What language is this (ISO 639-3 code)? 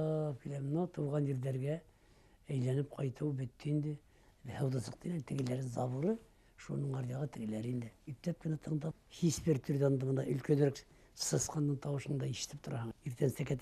bak